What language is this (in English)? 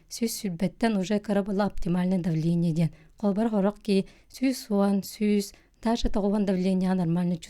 Yakut